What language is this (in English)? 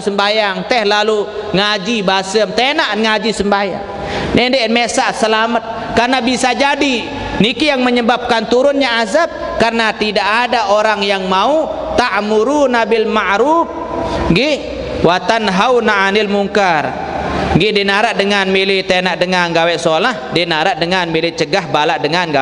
Sasak